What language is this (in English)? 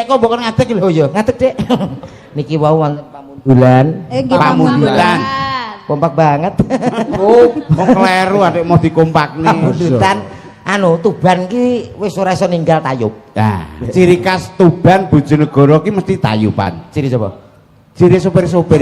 Javanese